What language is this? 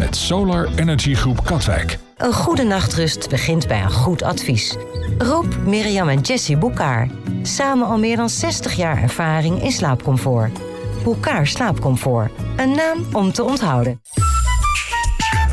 Dutch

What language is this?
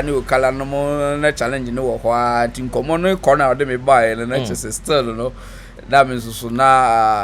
Akan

